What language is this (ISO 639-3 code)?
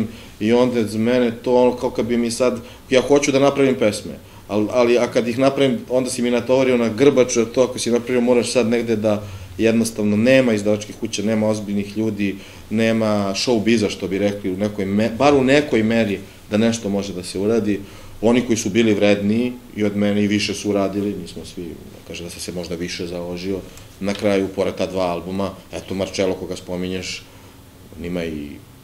srp